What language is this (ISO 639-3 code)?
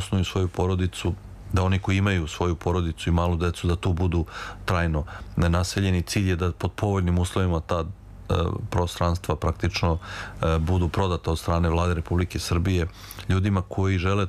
srp